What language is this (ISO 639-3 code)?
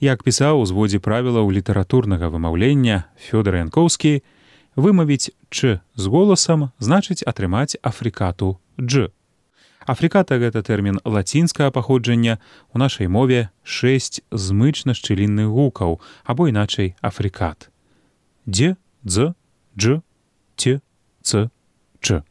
bel